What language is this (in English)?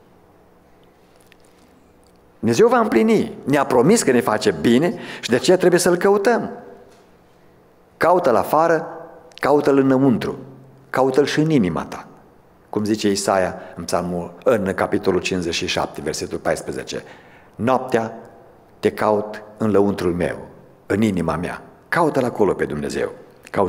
Romanian